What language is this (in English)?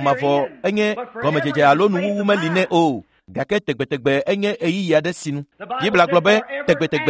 Ewe